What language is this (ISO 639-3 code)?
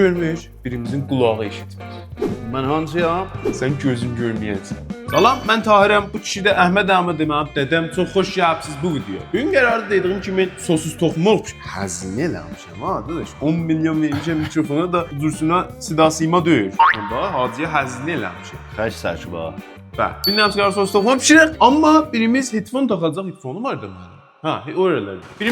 azb